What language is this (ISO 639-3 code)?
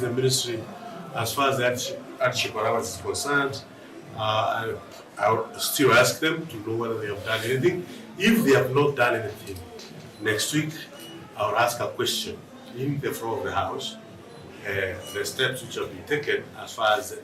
kam